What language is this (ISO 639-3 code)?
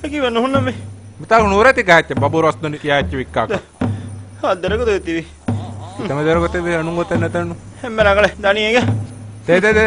div